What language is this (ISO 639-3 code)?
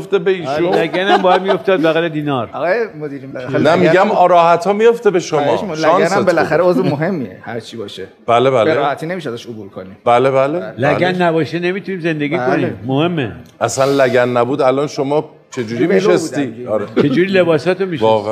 fas